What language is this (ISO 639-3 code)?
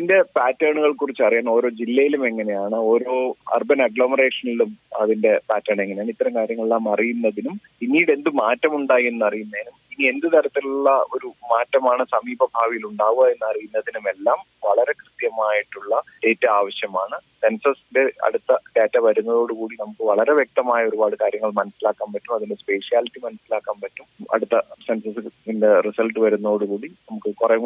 mal